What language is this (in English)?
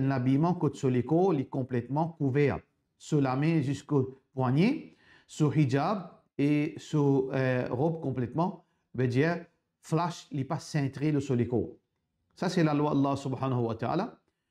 Morisyen